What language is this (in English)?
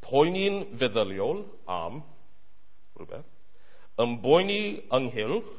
Welsh